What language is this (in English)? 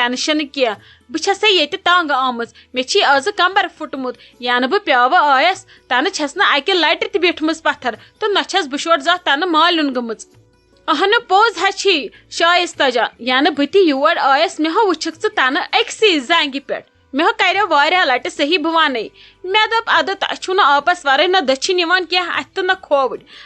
Kashmiri